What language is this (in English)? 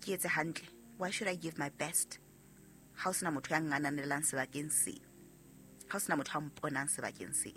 Southern Sotho